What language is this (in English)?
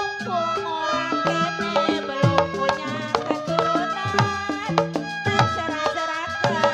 Betawi